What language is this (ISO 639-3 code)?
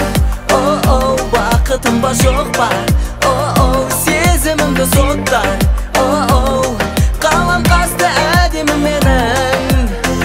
kaz